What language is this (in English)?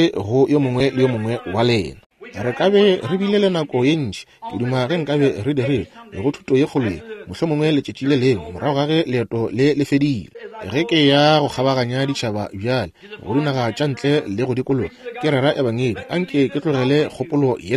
Northern Sotho